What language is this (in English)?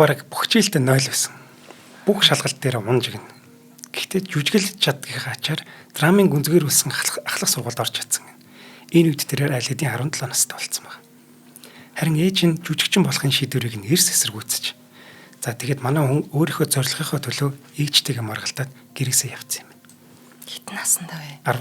Mongolian